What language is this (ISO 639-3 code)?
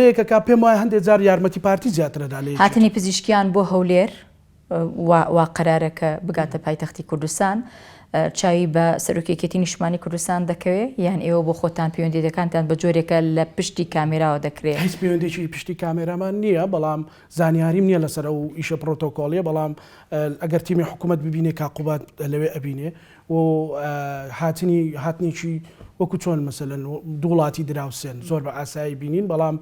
ckb